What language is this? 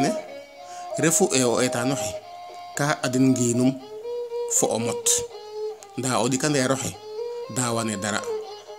Serer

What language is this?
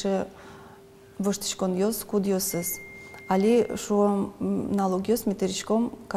Udmurt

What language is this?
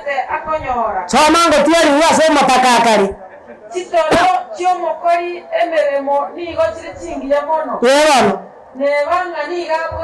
Gusii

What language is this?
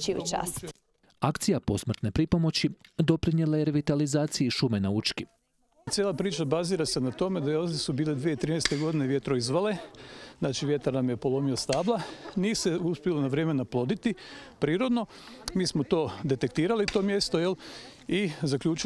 Croatian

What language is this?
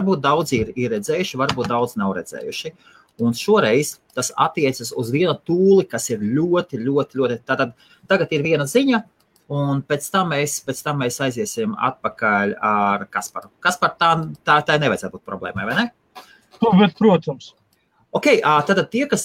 Latvian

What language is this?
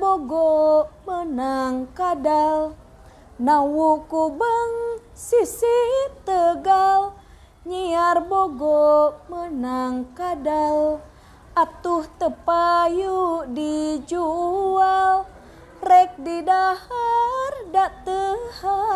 Sundanese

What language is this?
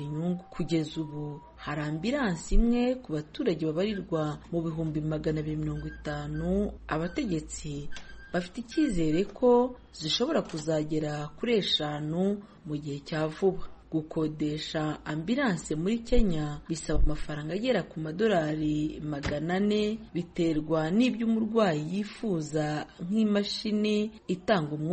Kinyarwanda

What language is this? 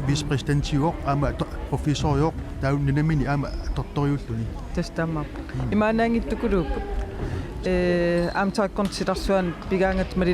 Kalaallisut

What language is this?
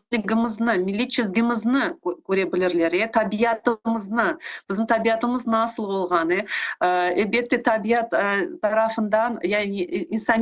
Crimean Tatar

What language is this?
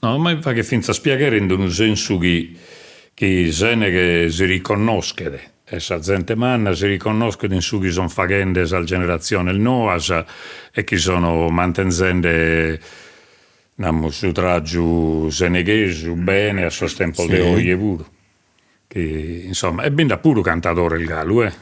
Sardinian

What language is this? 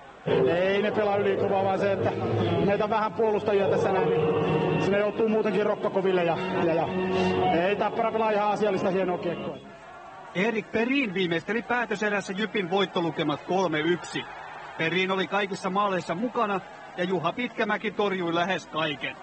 Finnish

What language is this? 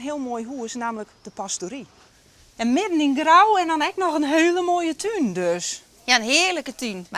Western Frisian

